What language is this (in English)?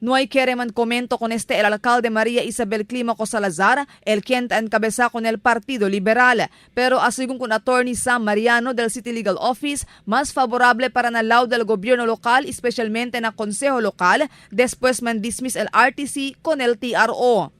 Chavacano